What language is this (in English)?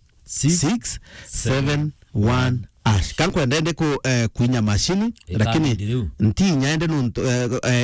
Meru